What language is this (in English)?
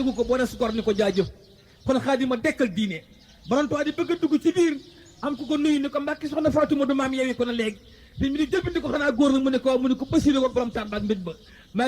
Wolof